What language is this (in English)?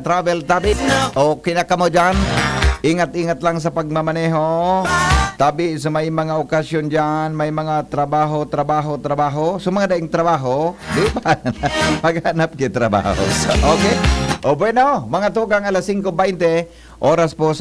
Bikol